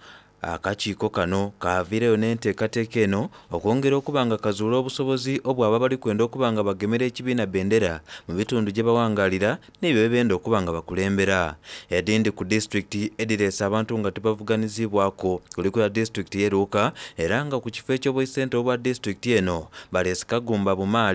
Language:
Soga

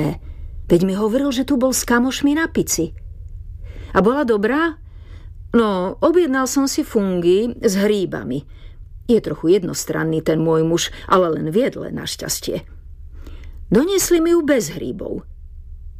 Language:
Slovak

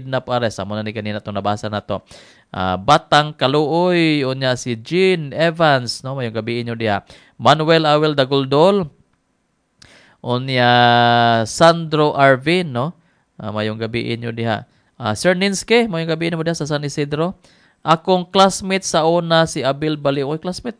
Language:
Cebuano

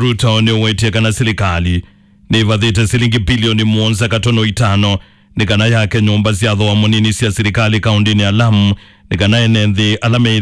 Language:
Kamba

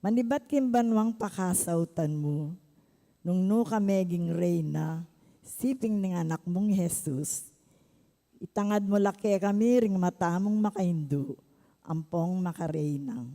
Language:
Pampanga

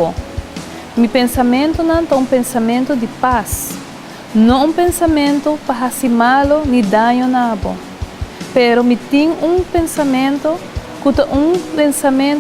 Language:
Papiamento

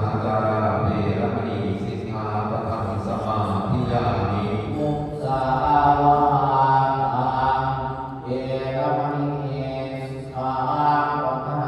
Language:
Pali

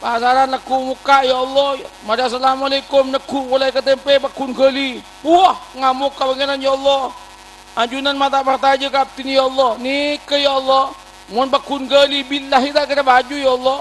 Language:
Madurese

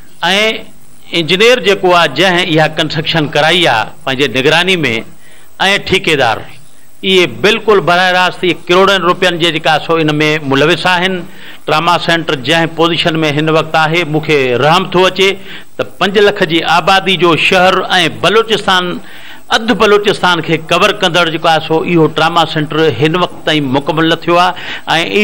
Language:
Sindhi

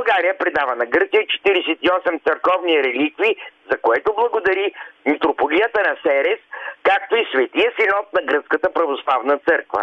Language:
Bulgarian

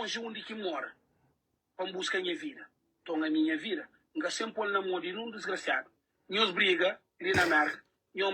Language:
Kabuverdianu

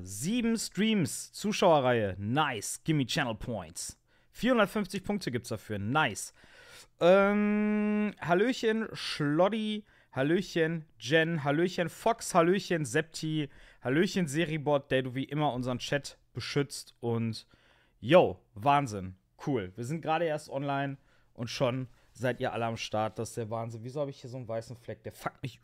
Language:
German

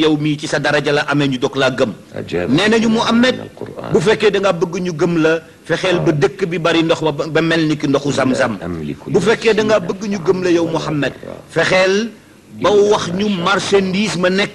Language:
Wolof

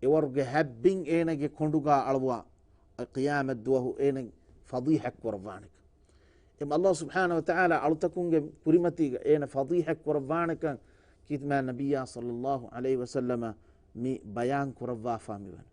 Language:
Divehi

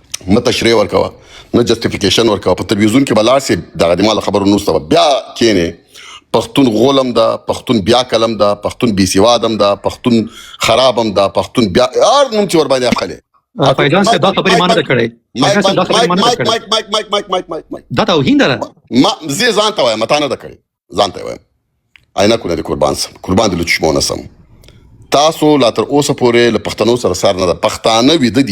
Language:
Pashto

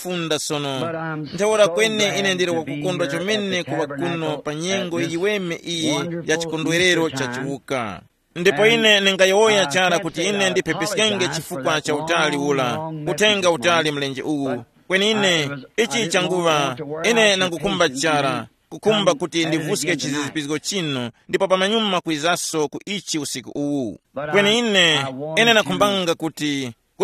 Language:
Tumbuka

